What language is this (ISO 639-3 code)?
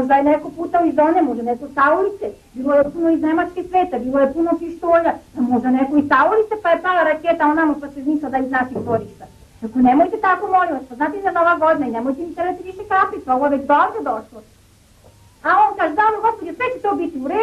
srp